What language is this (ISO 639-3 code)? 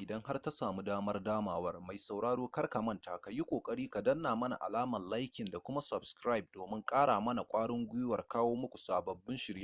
hau